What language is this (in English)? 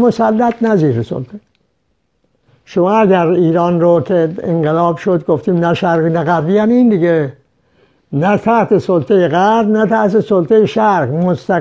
Persian